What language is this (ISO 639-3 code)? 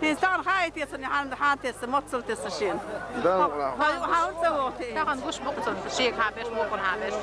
che